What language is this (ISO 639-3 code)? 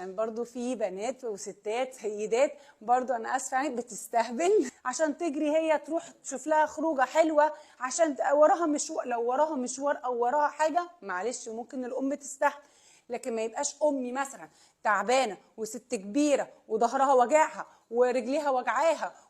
arz